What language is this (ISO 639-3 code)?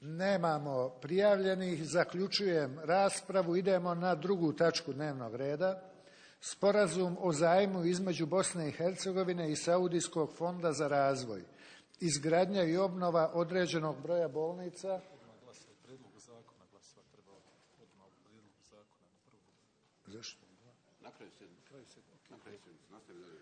bos